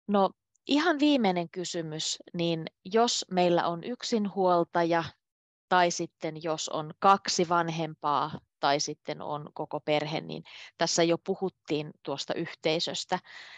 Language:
Finnish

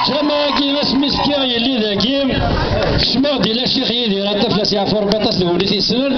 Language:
Kabyle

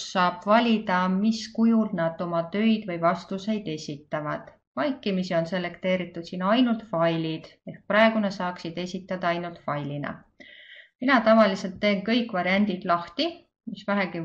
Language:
Estonian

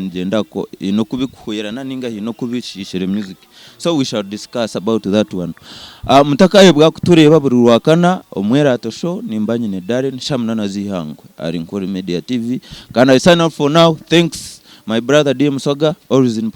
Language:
Nyankole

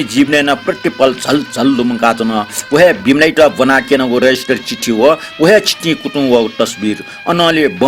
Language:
Newari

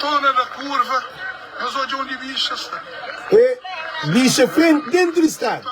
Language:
Kabuverdianu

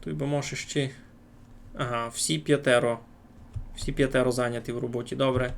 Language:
Rusyn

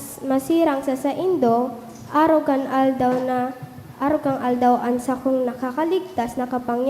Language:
Bikol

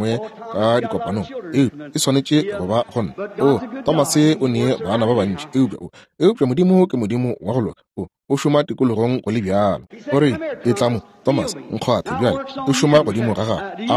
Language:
Northern Sotho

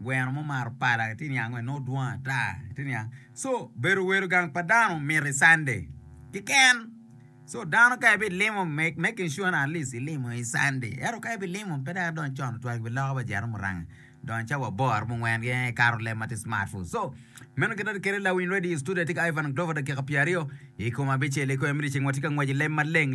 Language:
Acoli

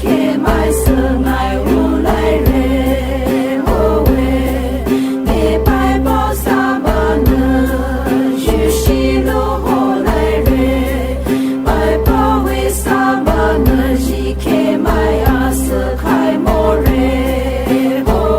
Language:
Poumei Naga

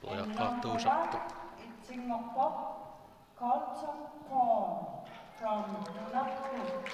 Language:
Kalaallisut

